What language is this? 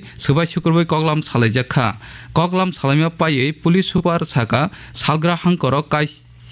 Kok Borok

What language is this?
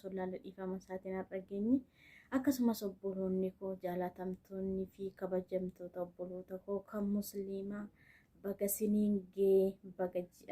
Oromo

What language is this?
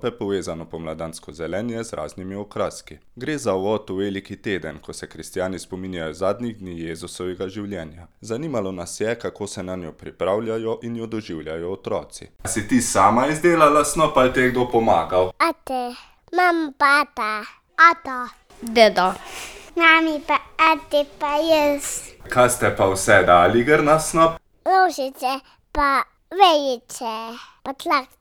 Slovenian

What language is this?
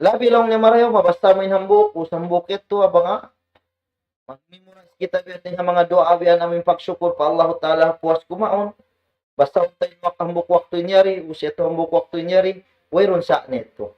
Tausug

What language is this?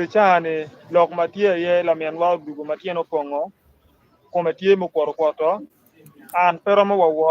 Acoli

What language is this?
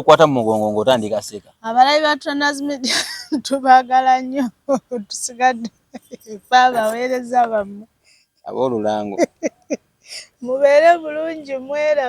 Ganda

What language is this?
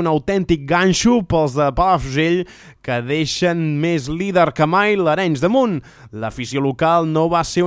Catalan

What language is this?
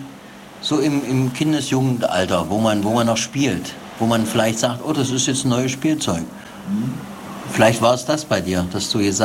German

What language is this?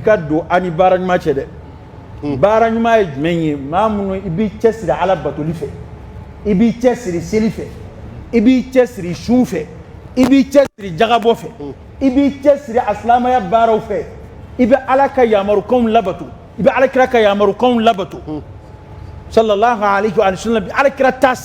Dyula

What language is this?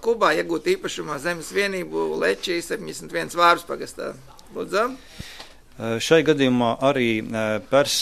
Latvian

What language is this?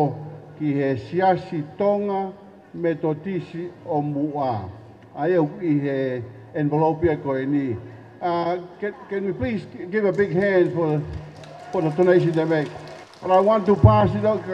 Tongan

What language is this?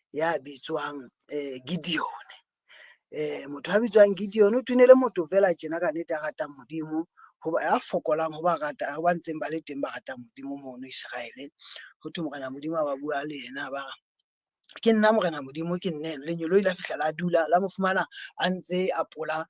Southern Sotho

